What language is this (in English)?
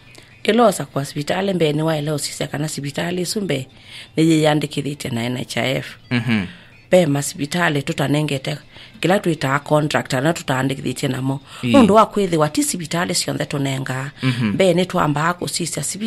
Kamba